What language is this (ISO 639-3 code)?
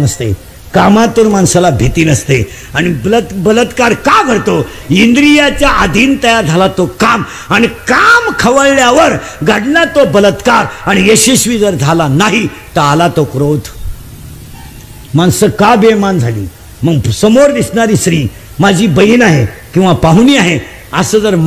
mar